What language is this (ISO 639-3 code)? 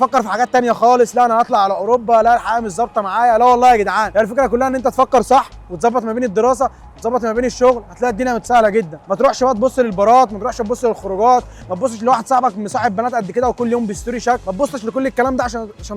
arz